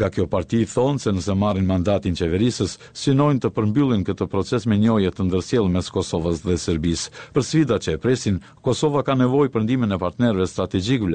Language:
Albanian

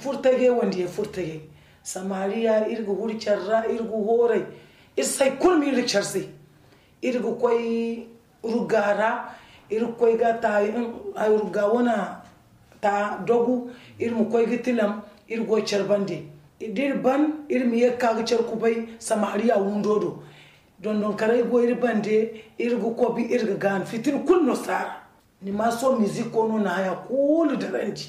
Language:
Zarma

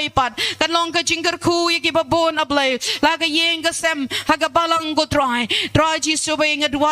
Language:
Khasi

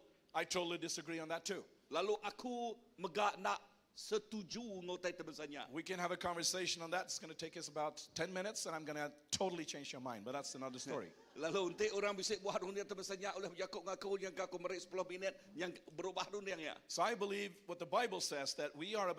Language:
Iban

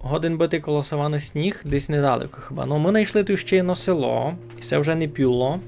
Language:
Rusyn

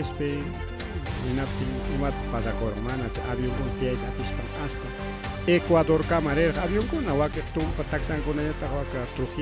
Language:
Ayacucho Quechua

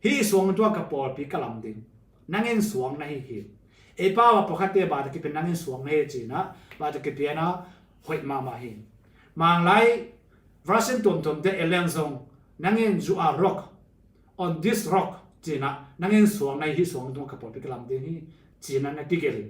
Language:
Tedim Chin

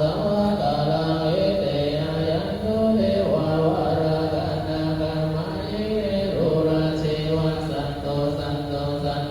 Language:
Pali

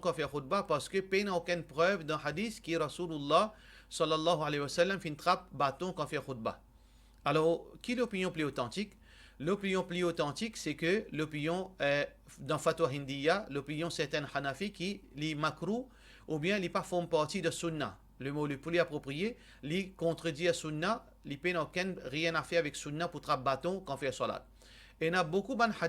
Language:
Morisyen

